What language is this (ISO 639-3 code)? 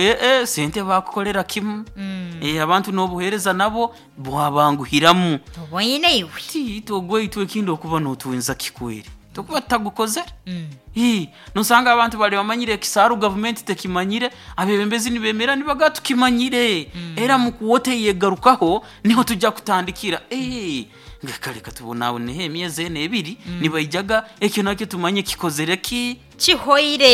nyo